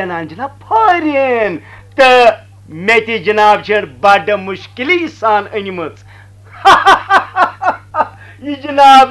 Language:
Kashmiri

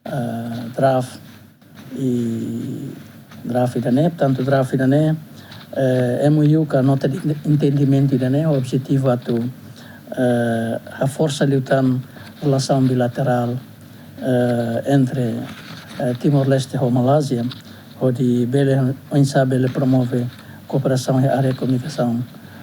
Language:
Tetum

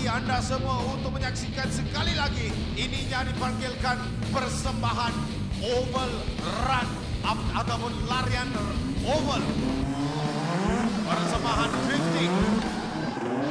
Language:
Malay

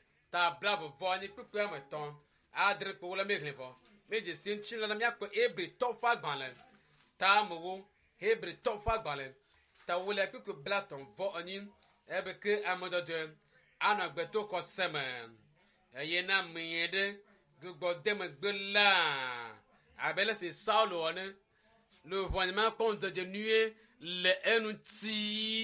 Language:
Ewe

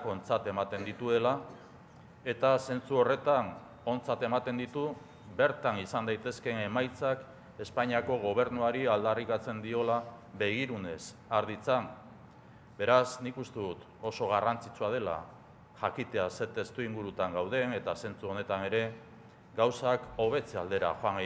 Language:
Basque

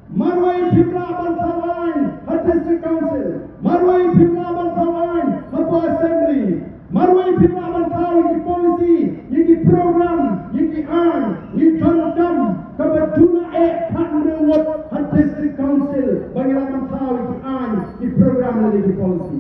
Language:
Khasi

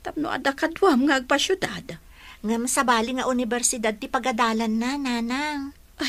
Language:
Iloko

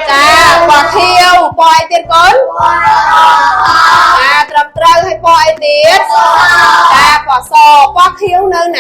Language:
Khmer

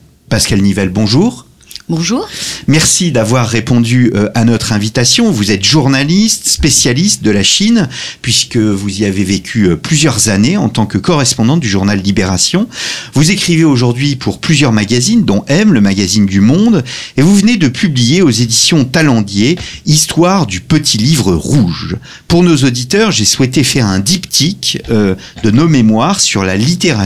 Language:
French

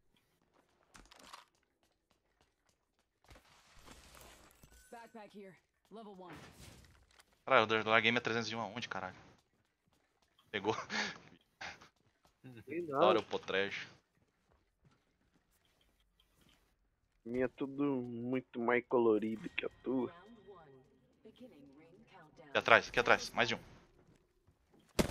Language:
Portuguese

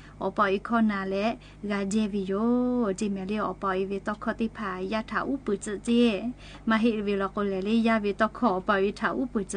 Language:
Lahu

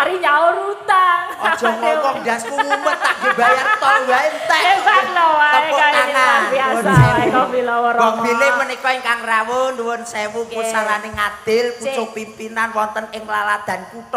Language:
Javanese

